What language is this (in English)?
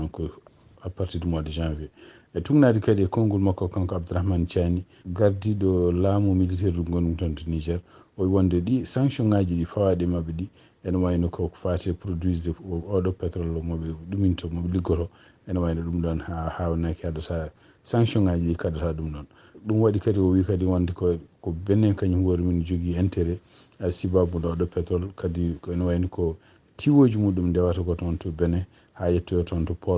Fula